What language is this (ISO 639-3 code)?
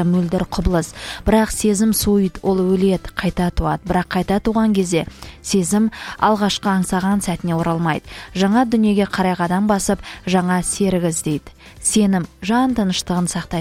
kaz